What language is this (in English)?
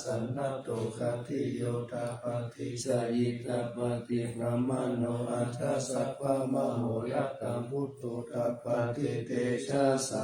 Pali